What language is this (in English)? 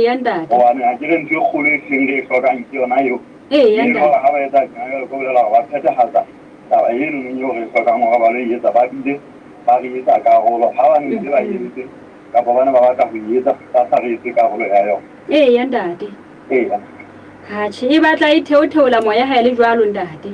Southern Sotho